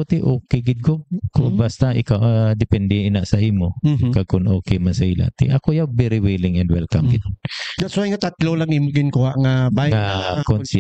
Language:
Hiligaynon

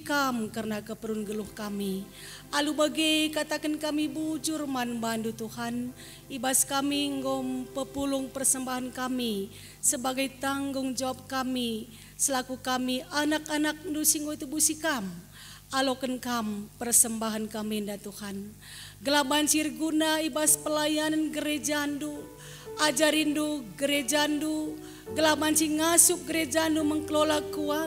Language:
Batak Karo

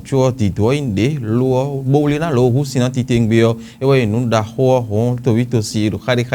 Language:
Fon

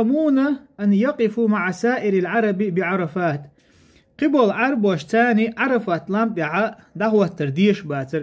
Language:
Chechen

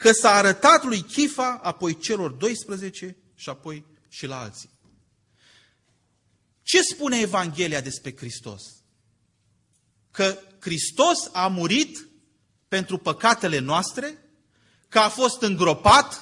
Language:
Romanian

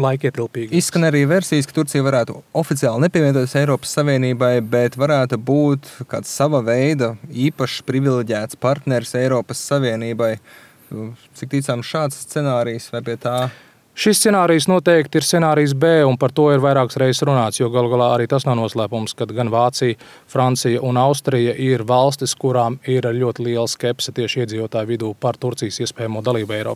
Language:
Latvian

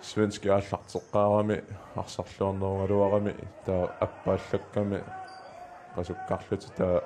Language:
Kalaallisut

